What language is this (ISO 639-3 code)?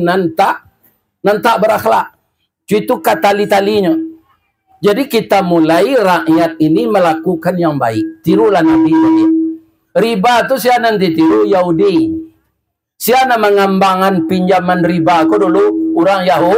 min